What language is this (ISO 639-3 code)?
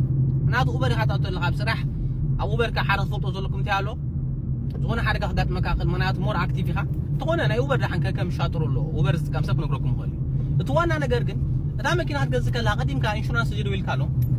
tir